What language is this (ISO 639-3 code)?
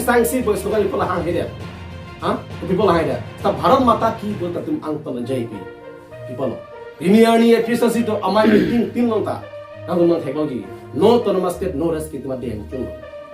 mjw